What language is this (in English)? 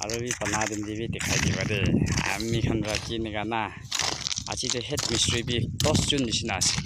Naga Pidgin